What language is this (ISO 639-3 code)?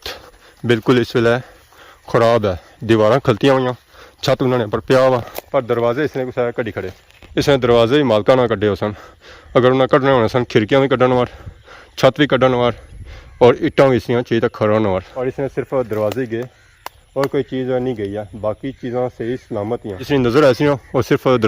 phr